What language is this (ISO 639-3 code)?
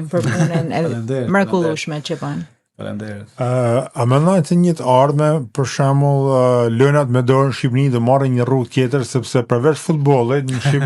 sqi